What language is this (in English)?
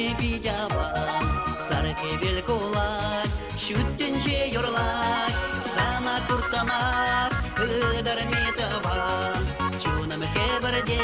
Chuvash